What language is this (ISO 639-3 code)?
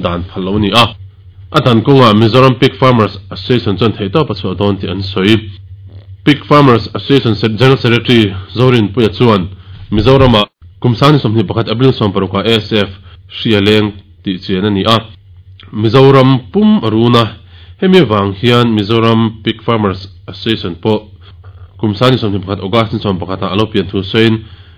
lus